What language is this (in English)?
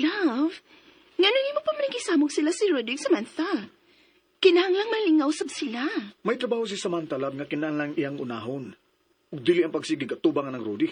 Cebuano